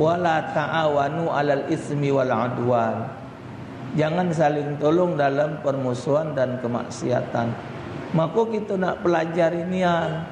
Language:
Musi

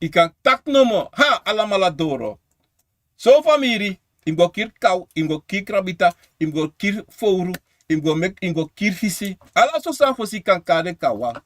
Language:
Sranan Tongo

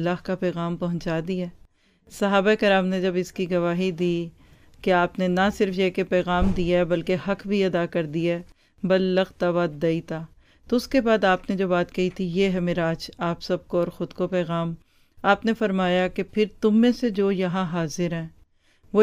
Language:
Urdu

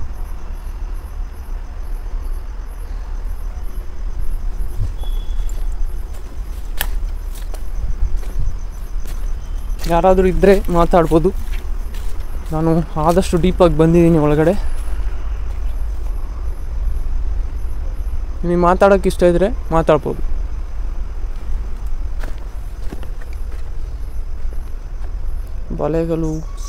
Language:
Kannada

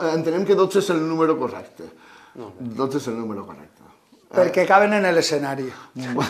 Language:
Catalan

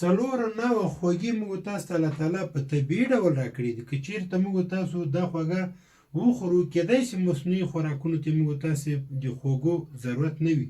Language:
Pashto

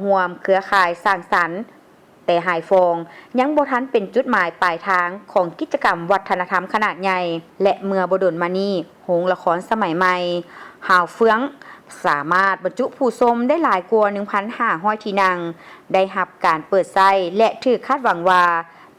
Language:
Lao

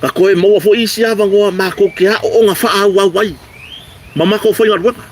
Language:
Samoan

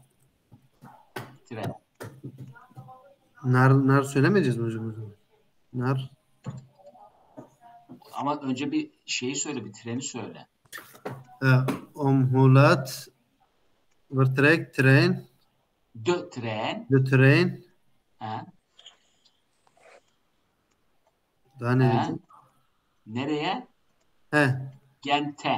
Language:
Turkish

